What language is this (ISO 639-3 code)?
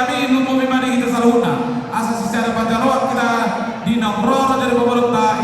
bbc